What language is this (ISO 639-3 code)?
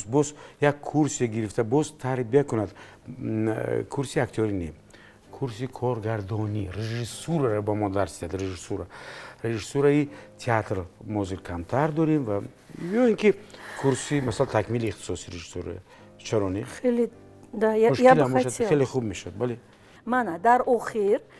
tgk